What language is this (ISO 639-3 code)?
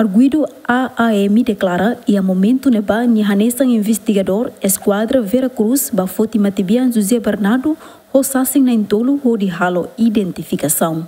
tet